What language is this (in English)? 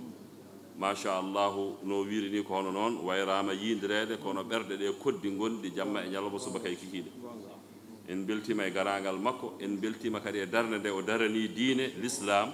Fula